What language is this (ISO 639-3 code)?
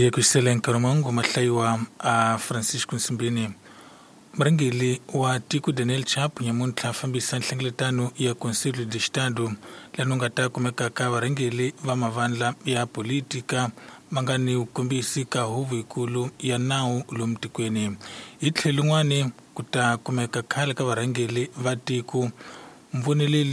tso